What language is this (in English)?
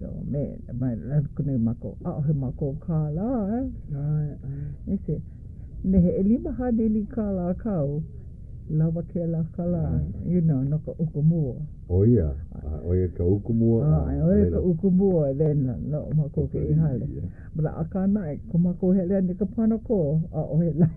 Hawaiian